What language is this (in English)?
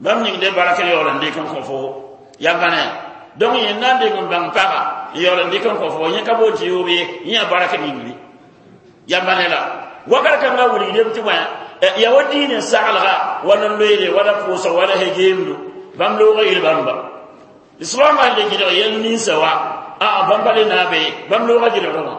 Mossi